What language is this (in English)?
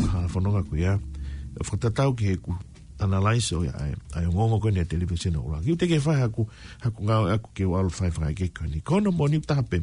Tongan